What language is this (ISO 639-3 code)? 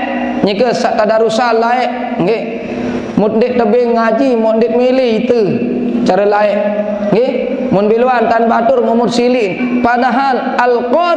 sas